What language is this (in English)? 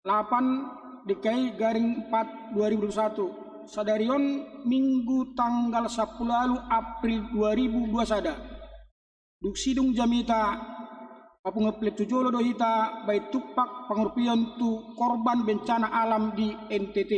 Batak Toba